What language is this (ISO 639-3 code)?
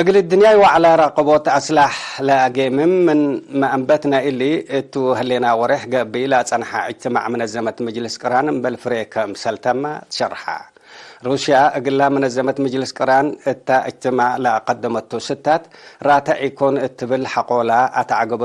tig